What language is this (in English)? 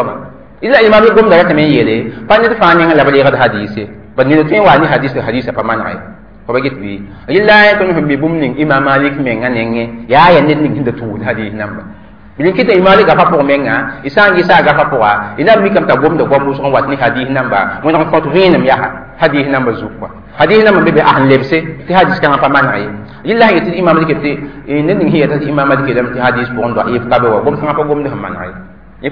Mossi